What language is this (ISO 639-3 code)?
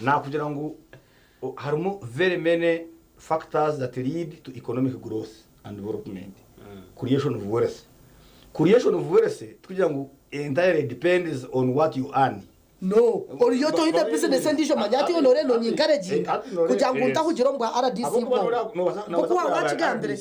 nyn